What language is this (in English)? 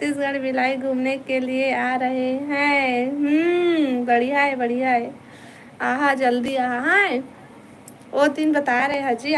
Chhattisgarhi